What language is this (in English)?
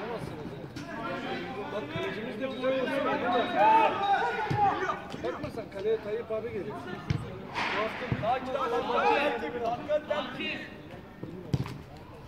Turkish